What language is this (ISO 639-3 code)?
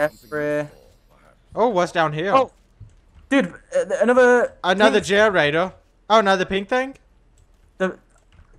eng